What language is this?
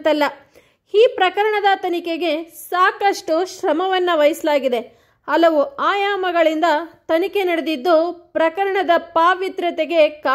Kannada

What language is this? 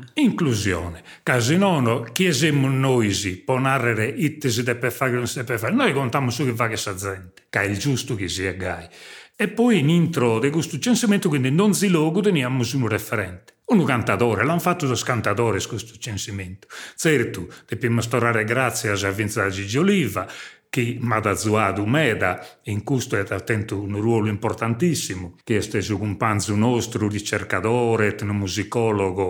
Sardinian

